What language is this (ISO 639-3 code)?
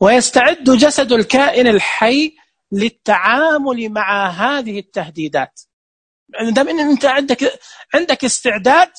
ars